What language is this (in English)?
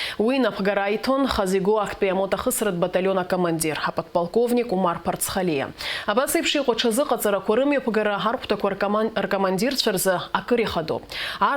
Abkhazian